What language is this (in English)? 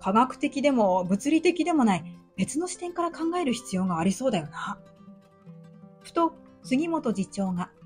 Japanese